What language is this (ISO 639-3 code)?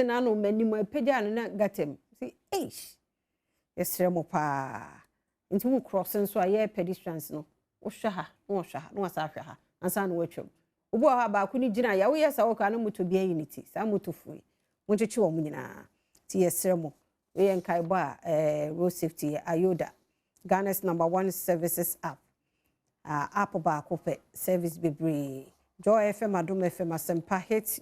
aka